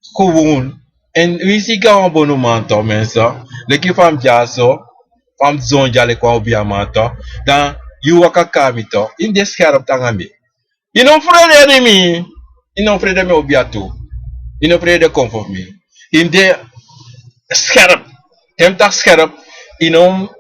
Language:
Sranan Tongo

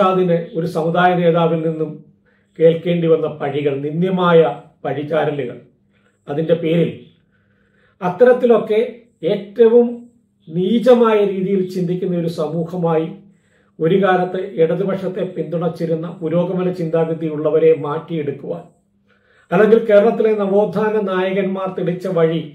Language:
Malayalam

